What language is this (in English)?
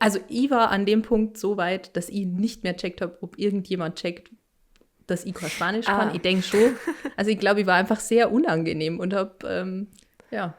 Bavarian